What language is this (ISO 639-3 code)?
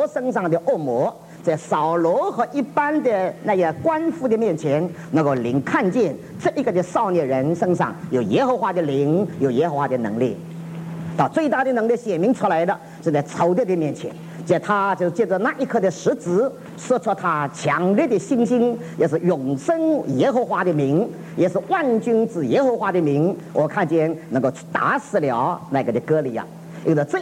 zho